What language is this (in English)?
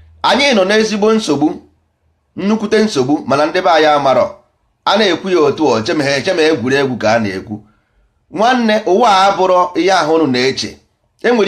Igbo